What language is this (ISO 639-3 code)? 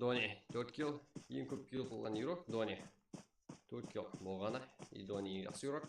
kaa